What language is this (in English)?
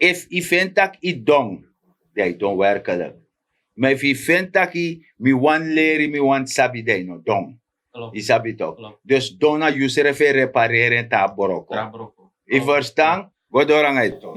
Sranan Tongo